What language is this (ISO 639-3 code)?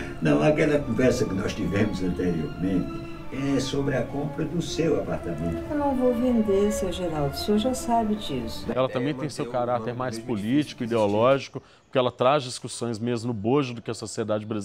por